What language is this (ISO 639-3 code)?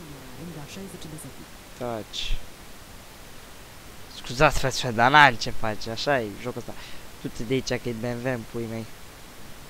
ron